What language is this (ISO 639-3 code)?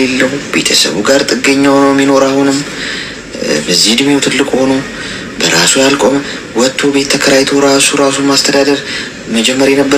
amh